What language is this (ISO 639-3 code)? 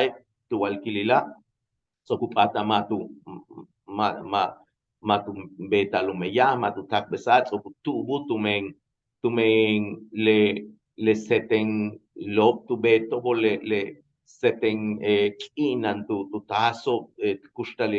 yua